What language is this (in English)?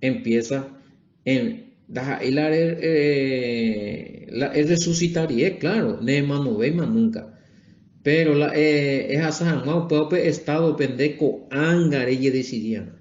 Guarani